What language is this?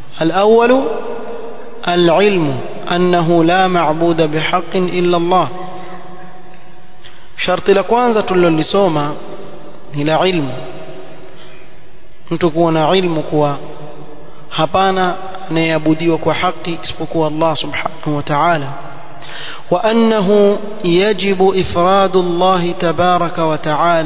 Swahili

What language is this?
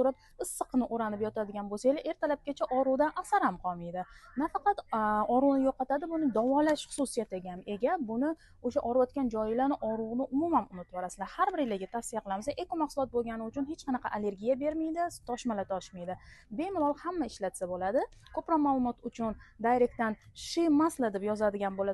Uzbek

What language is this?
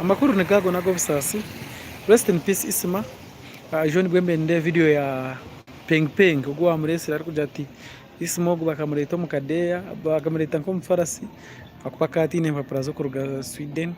Nyankole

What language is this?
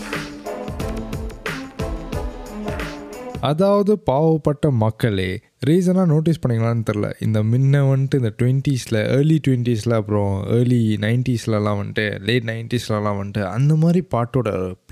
Tamil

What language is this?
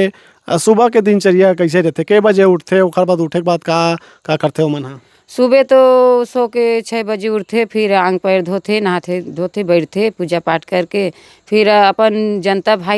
Chhattisgarhi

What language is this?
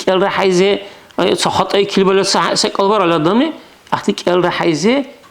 Dargwa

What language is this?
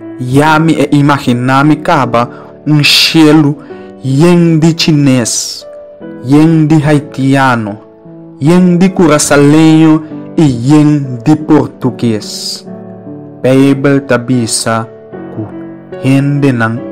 Papiamento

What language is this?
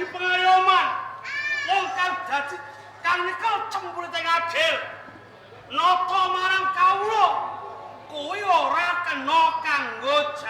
Javanese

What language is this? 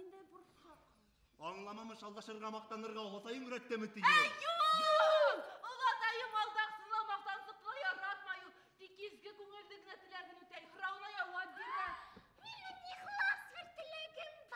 Bashkir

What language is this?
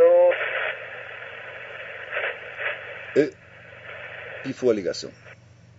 Portuguese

